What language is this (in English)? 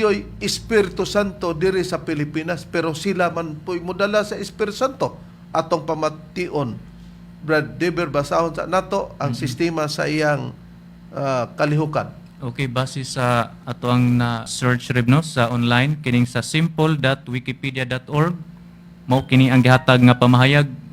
Cebuano